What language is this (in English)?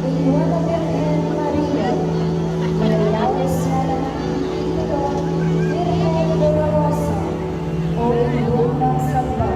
Pampanga